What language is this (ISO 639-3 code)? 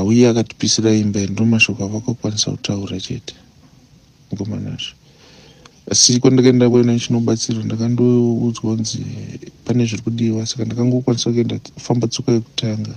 sna